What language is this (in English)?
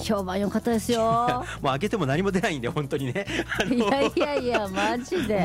Japanese